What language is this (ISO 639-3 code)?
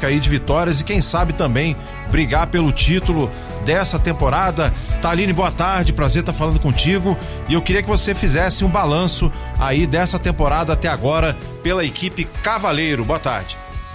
por